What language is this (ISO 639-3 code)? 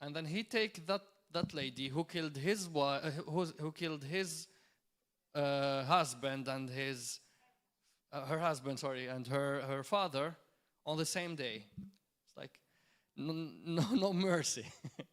eng